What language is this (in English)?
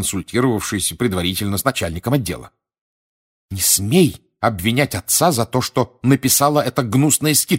Russian